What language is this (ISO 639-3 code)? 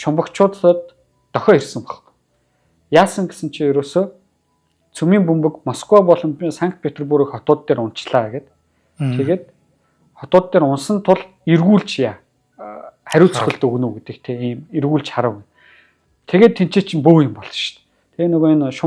mon